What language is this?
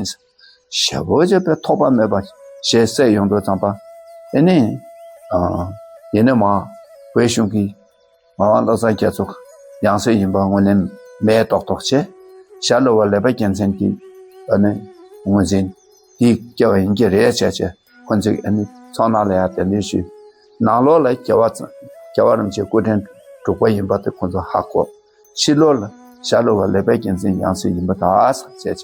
Tibetan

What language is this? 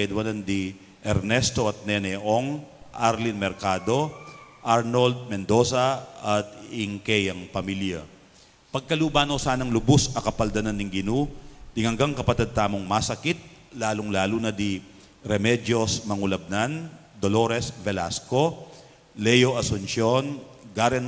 Pampanga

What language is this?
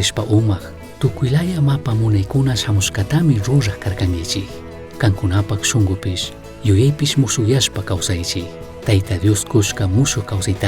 Chimborazo Highland Quichua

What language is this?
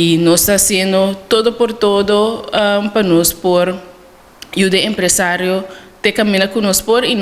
Papiamento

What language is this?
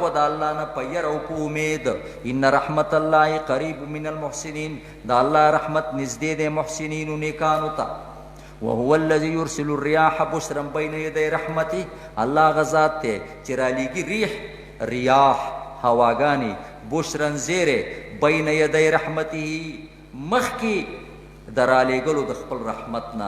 Pashto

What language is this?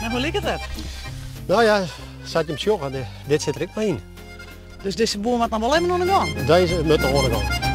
Western Frisian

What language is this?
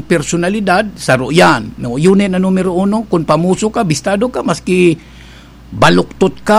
Bikol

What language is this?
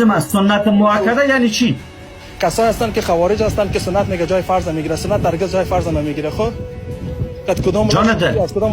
Persian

